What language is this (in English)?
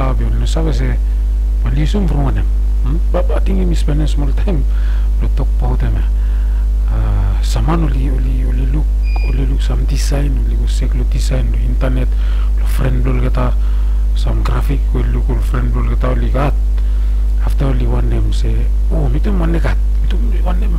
Bislama